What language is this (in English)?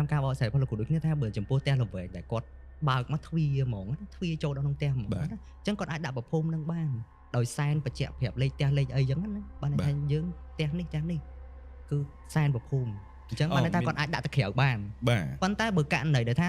Khmer